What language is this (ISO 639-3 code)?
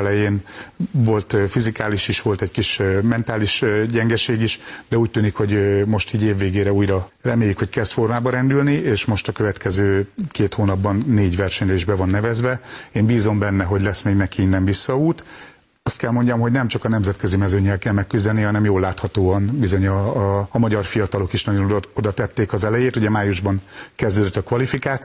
hun